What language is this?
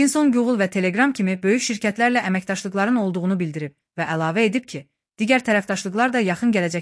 Azerbaijani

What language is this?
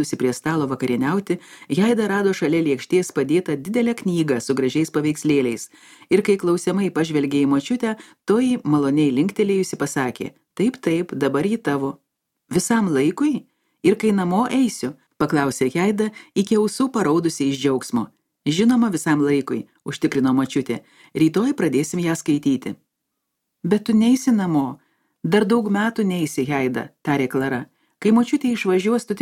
Lithuanian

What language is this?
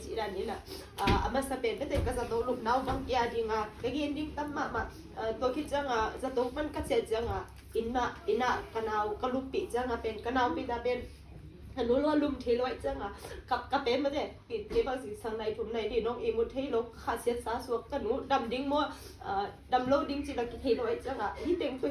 Tedim Chin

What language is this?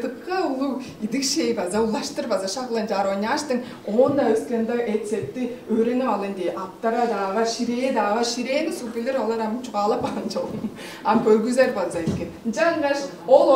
Tuvinian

